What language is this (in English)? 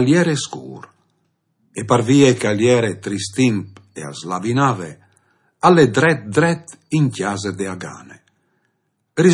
Friulian